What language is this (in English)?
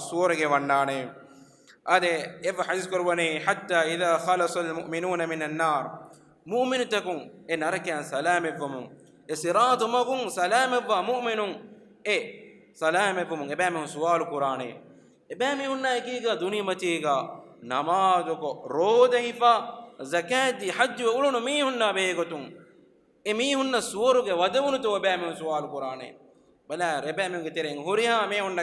Divehi